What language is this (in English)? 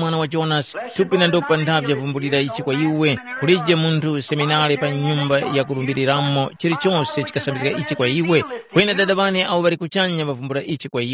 Tumbuka